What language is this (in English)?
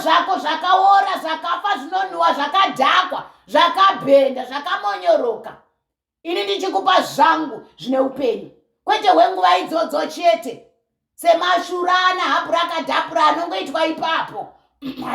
Shona